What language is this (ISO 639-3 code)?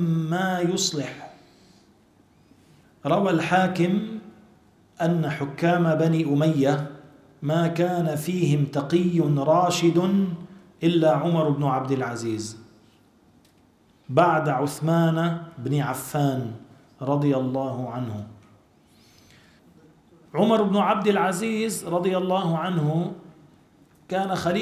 ara